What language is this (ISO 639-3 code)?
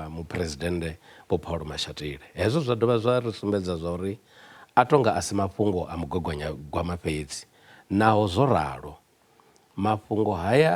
ven